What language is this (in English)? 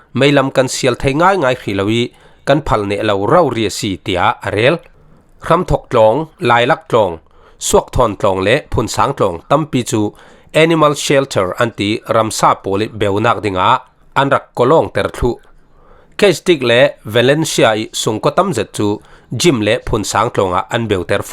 Falam Chin